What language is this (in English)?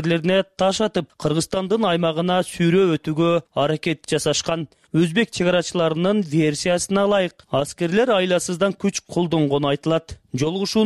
Kyrgyz